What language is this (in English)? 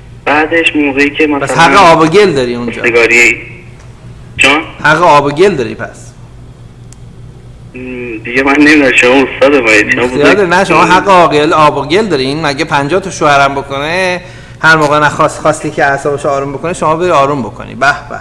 Persian